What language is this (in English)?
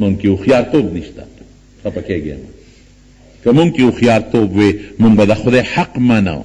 Pashto